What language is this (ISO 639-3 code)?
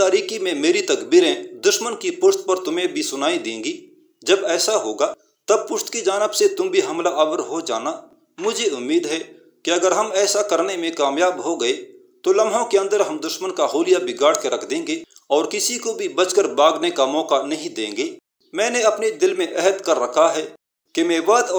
urd